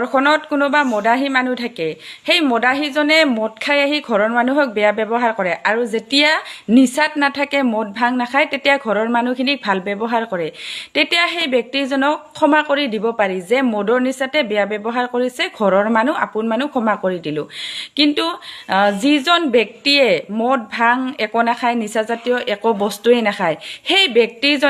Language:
Assamese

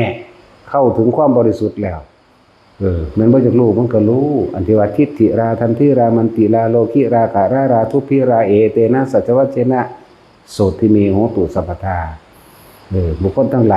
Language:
Northeastern Thai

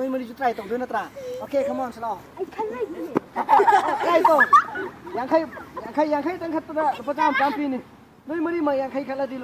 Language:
Manipuri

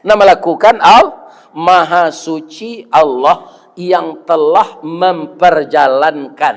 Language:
Minangkabau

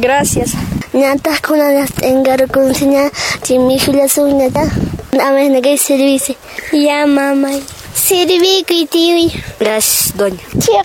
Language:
Quechua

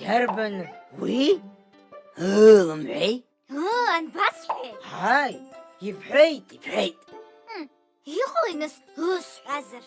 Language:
Abkhazian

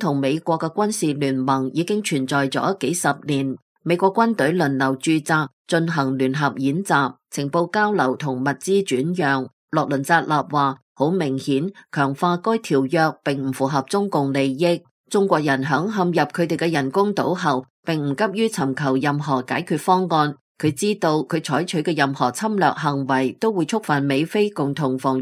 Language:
Cantonese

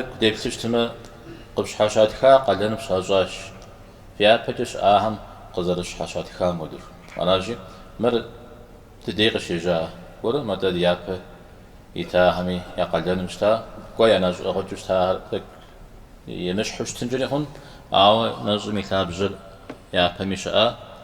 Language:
Kabardian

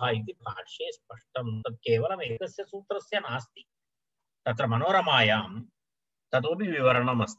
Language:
Sanskrit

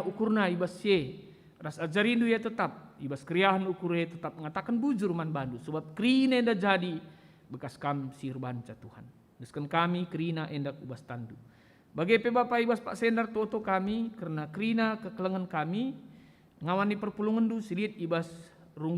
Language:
Batak Karo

